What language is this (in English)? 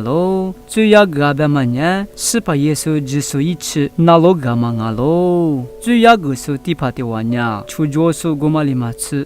Lisu